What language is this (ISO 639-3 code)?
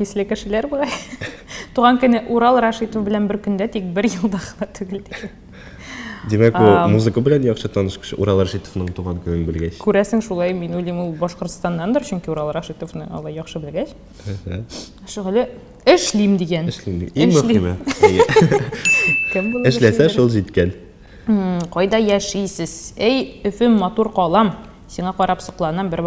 tat